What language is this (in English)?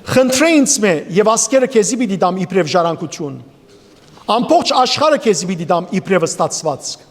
Western Armenian